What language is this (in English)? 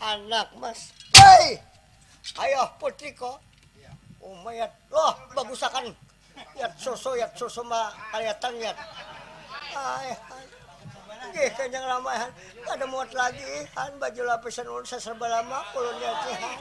Banjar